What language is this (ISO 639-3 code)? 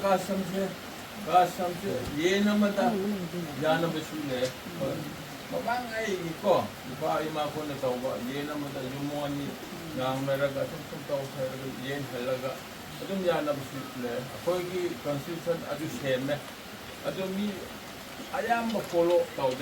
mni